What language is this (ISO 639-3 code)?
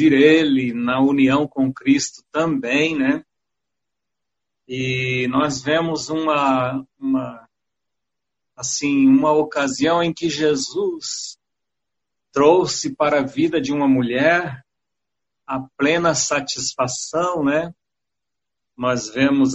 por